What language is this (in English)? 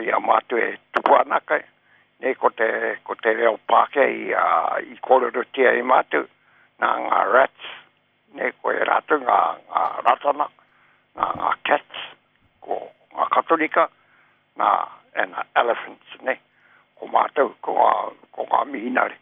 Māori